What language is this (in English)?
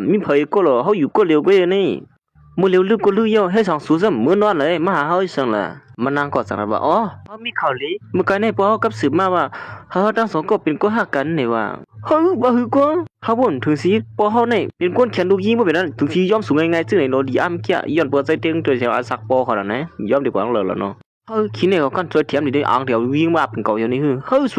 Shan